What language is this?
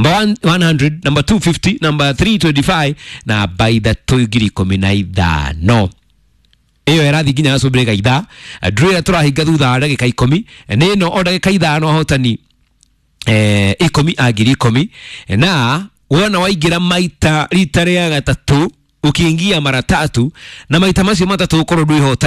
Kikuyu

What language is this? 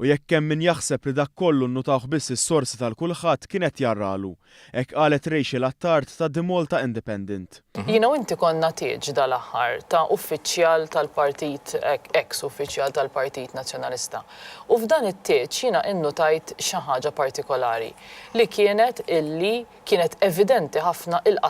Maltese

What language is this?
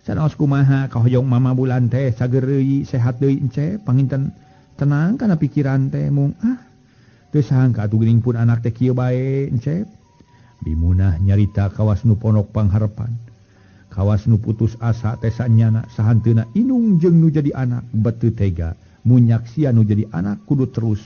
Sundanese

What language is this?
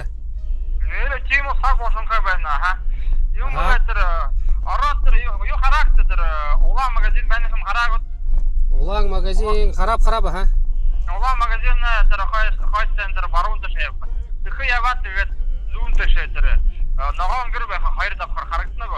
Buriat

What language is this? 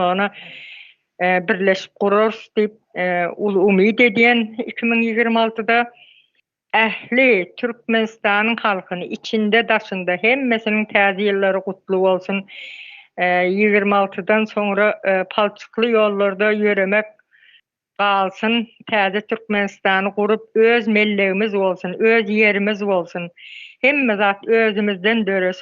Turkmen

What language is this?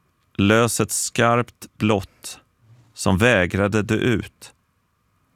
Swedish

